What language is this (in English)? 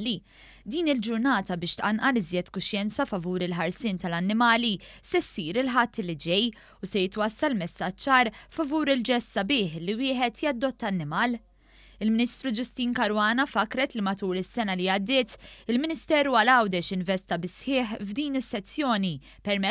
Maltese